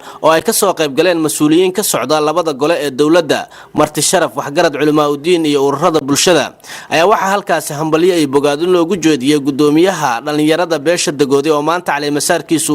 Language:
Somali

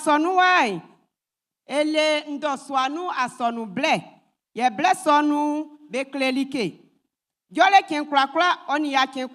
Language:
Baoulé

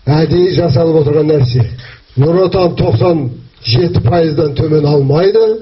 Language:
Kazakh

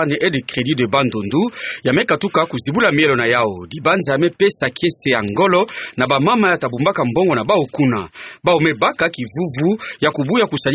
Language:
Kituba (Democratic Republic of Congo)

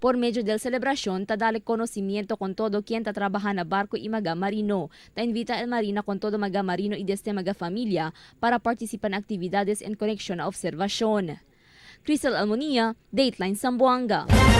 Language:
Chavacano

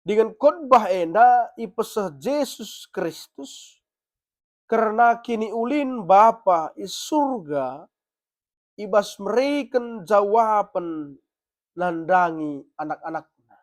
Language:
Batak Karo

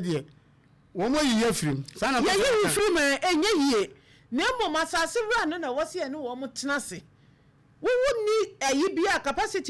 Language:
Akan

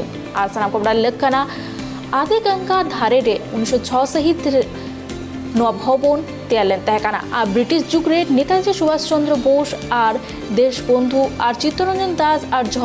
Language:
Santali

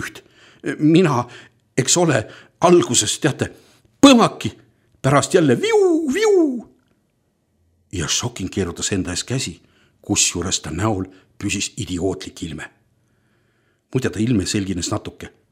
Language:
Estonian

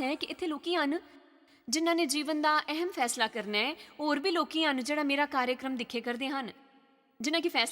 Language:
Dogri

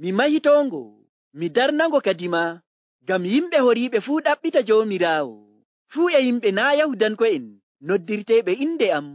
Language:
Nigerian Fulfulde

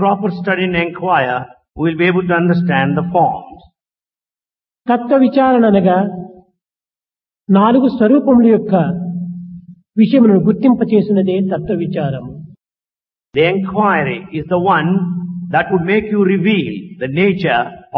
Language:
Telugu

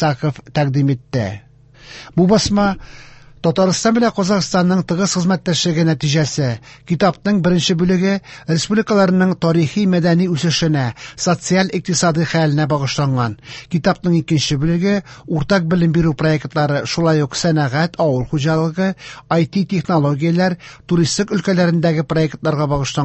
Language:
Tatar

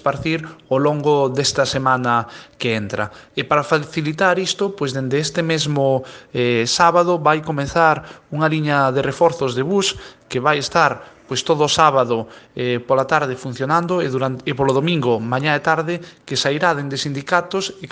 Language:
Galician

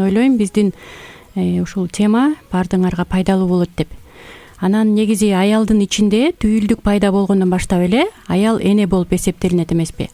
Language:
Kyrgyz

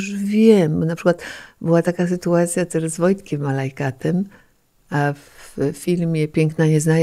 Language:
Polish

